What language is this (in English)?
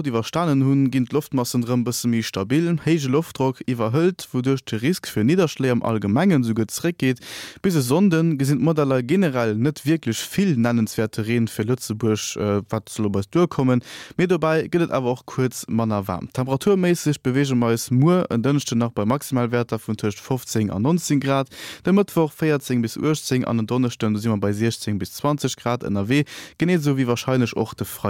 Luxembourgish